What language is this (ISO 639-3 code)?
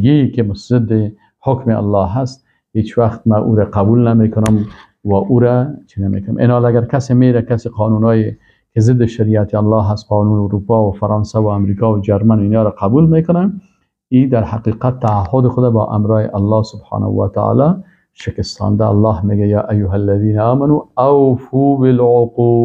fas